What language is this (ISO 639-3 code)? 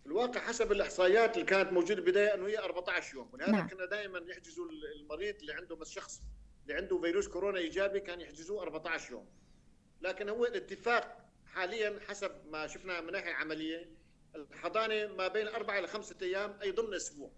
apc